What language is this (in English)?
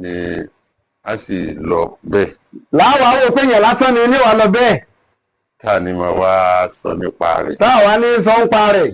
Yoruba